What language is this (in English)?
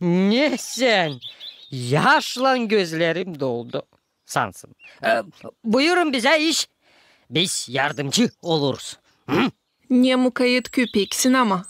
Gagauz